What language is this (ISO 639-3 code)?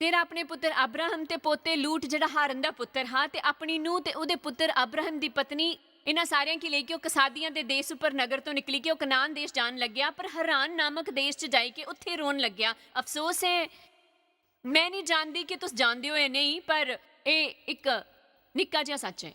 doi